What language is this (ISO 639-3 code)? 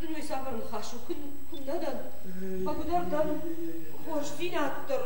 oss